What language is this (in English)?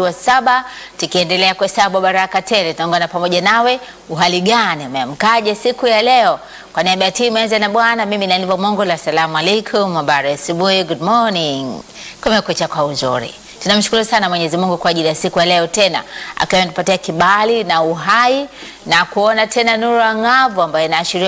Swahili